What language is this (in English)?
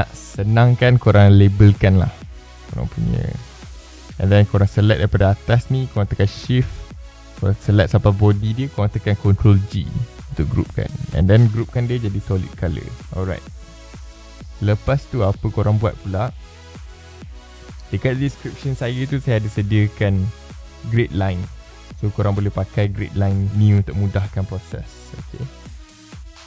Malay